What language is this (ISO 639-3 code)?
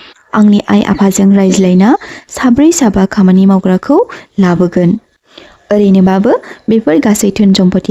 brx